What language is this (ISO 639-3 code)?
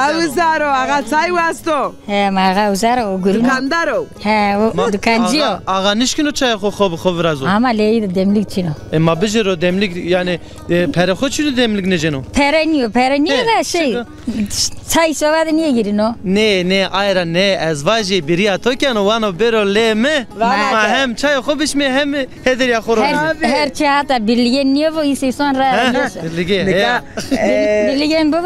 zza